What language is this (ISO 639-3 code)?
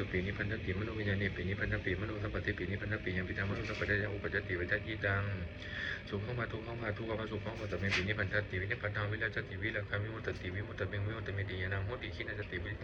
pli